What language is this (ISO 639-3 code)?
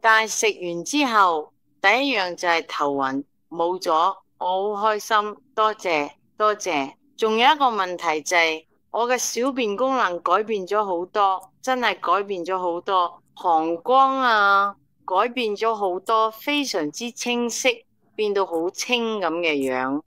yue